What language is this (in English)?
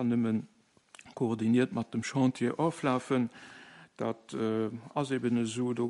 Luxembourgish